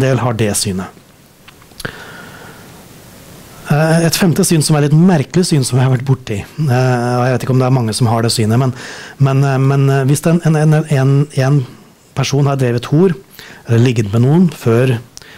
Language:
Norwegian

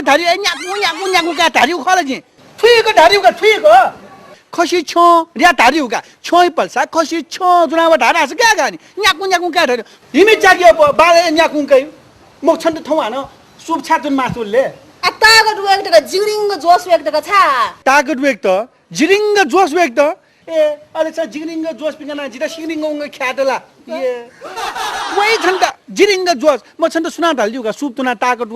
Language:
Newari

